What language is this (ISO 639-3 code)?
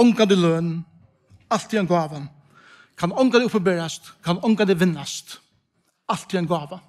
fao